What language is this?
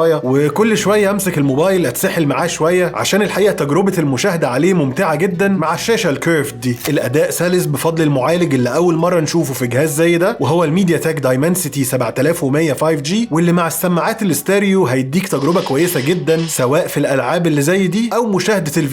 Egyptian Arabic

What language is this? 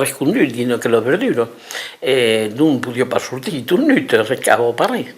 Occitan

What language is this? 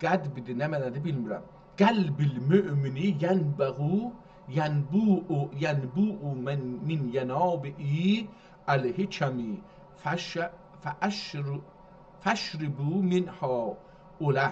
South Azerbaijani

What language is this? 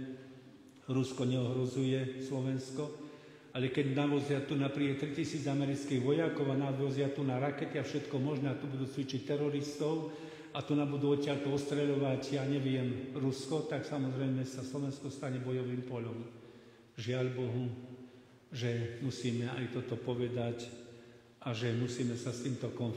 Slovak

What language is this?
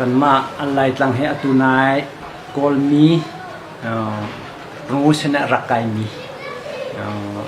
Hakha Chin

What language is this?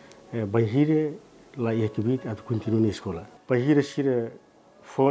Tetum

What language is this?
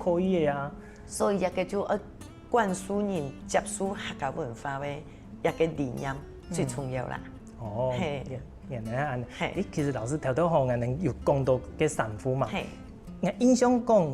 Hakka Chinese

